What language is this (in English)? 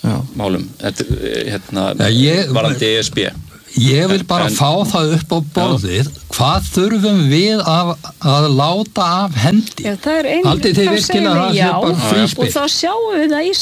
Icelandic